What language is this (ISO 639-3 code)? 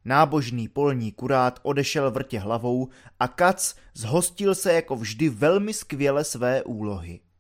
ces